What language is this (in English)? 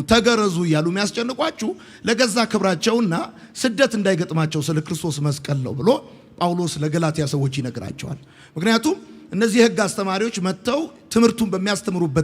Amharic